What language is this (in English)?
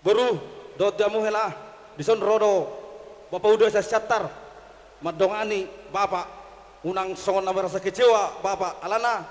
Batak Toba